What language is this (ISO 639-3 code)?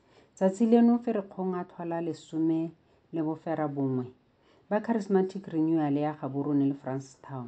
tsn